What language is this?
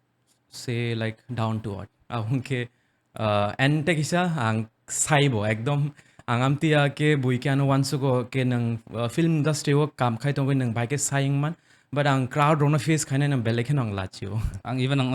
Kok Borok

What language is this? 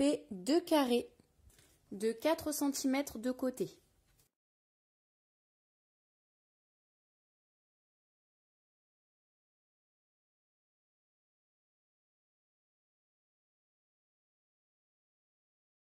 French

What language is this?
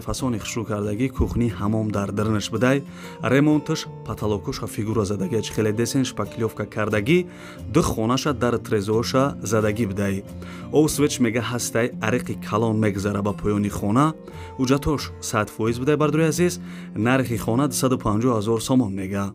Tajik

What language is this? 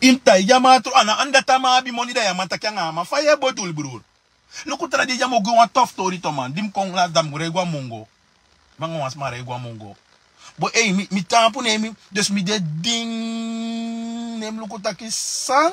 Sranan Tongo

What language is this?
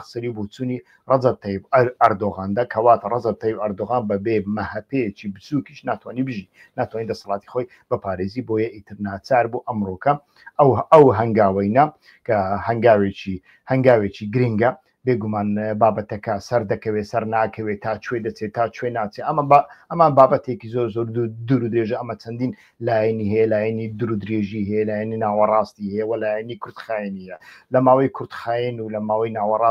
Central Kurdish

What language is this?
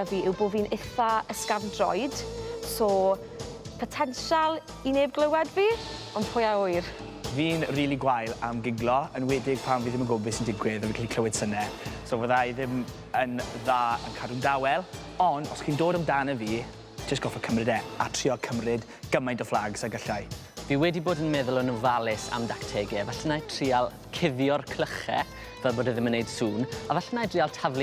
Welsh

